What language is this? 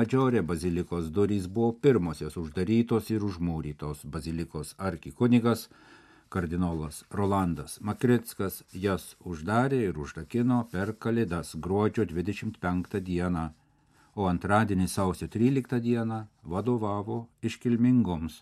Lithuanian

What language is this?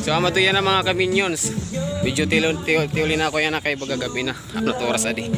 Waray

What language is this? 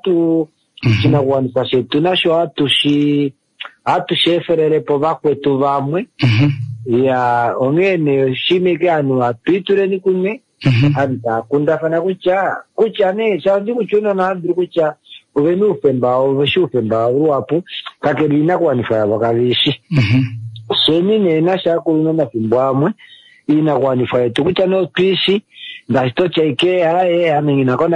Kuanyama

